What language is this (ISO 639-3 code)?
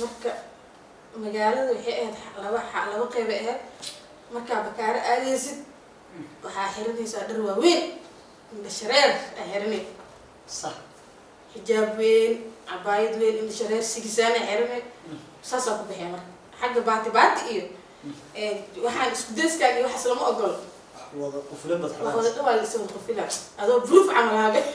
som